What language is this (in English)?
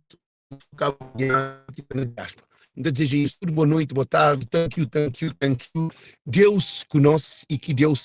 Kabuverdianu